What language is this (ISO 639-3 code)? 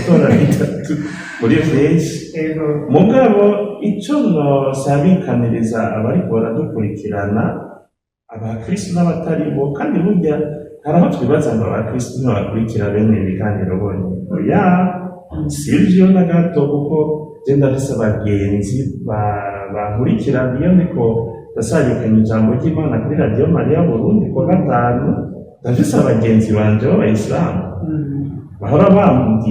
run